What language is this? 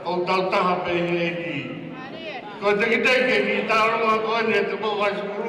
Tongan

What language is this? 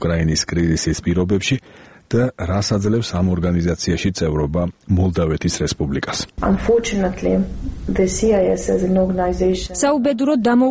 Georgian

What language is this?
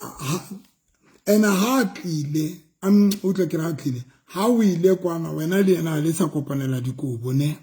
Southern Sotho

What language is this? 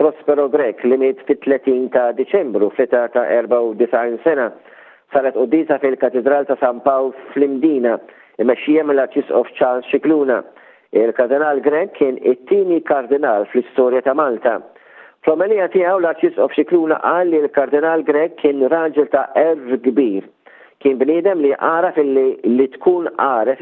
Maltese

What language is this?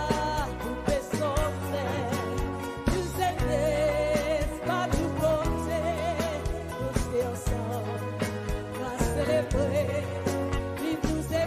Seselwa Creole French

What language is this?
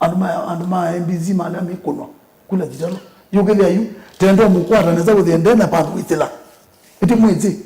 Kamba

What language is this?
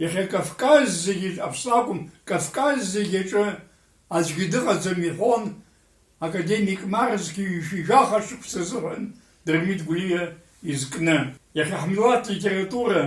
Abkhazian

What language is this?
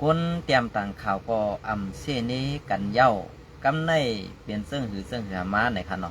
Shan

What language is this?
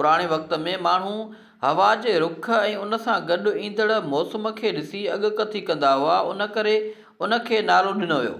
Sindhi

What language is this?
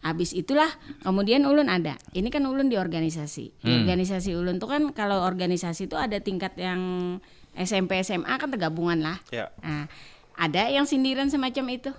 Banjar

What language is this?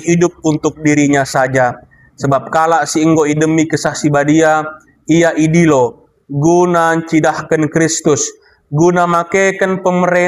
Batak Karo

